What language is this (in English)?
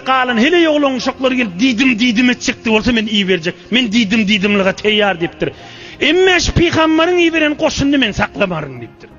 Turkmen